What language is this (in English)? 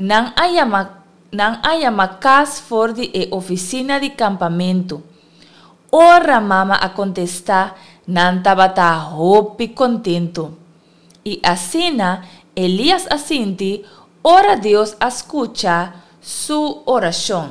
Papiamento